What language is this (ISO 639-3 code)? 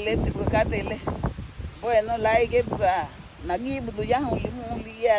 cab